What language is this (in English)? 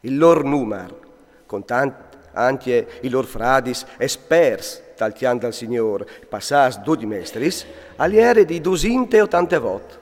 Friulian